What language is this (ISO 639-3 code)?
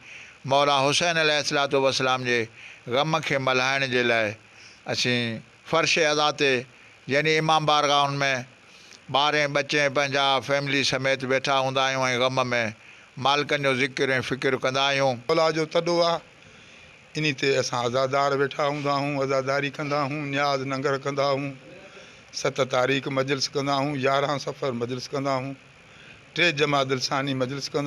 snd